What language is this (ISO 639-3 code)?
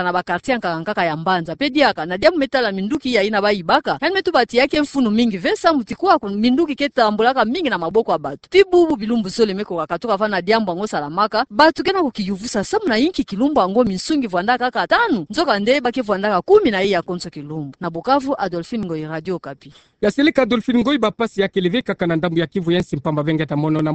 ktu